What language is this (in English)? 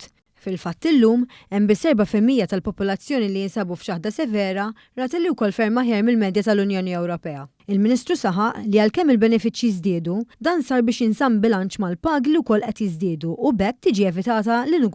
Maltese